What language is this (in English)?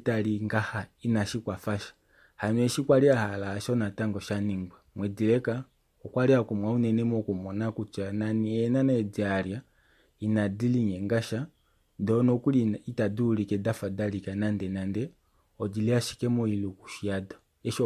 Kuanyama